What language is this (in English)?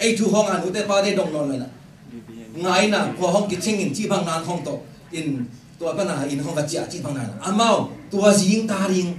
Tedim Chin